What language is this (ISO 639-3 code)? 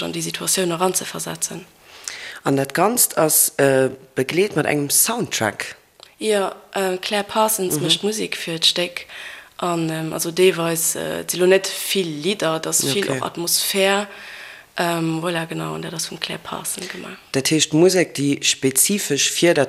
ltz